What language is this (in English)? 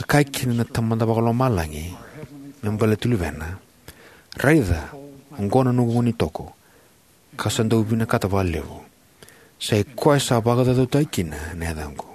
Fijian